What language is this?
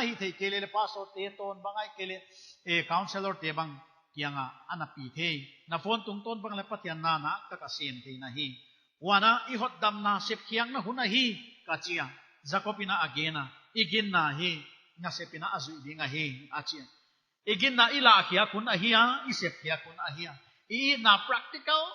Paite Chin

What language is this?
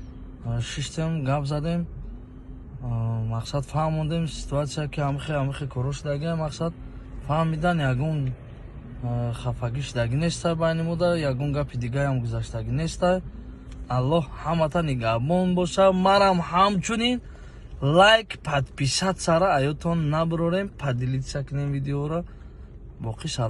Tajik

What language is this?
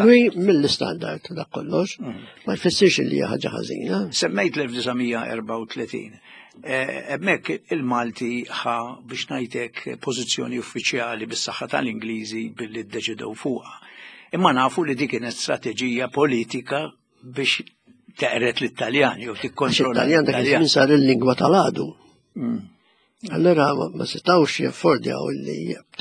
Maltese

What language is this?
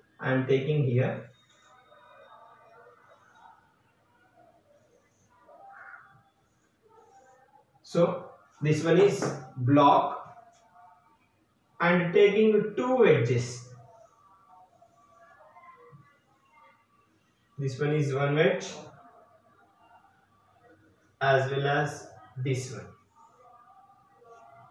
English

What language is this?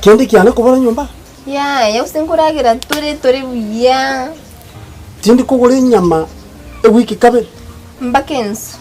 Gusii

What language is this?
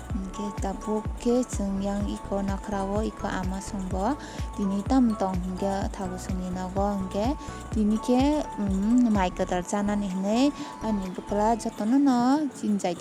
Kok Borok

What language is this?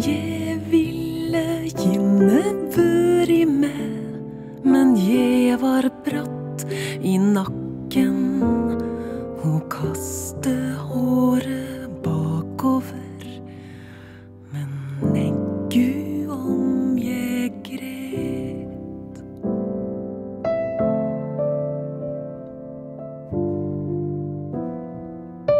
Norwegian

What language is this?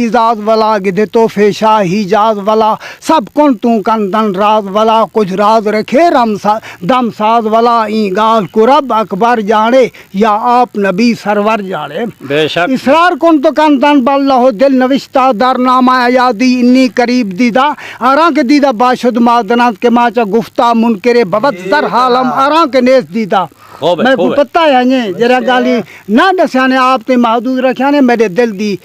Saraiki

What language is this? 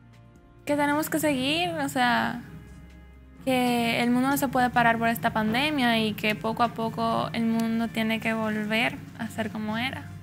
Spanish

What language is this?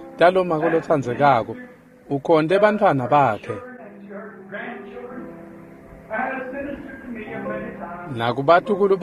Swati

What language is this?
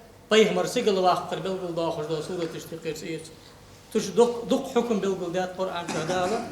Ingush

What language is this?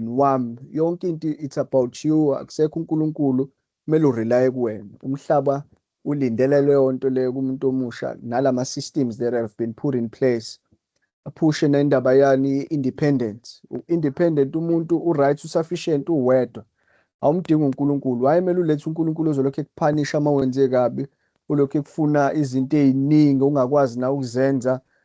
Zulu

